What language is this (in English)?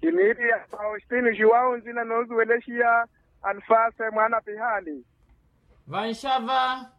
Makhuwa